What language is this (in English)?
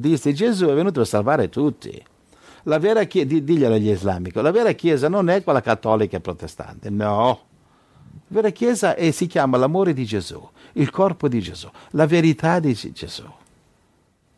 Italian